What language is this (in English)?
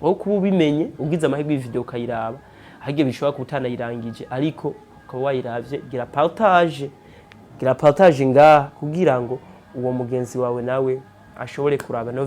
Rundi